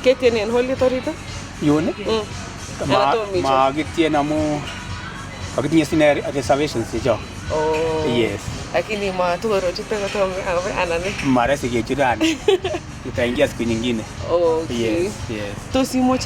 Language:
Kalenjin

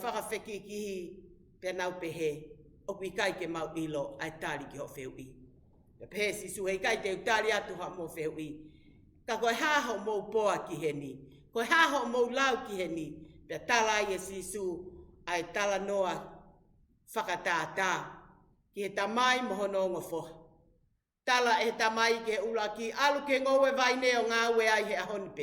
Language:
Tongan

